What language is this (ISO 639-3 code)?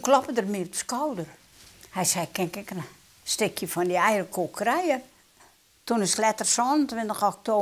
fry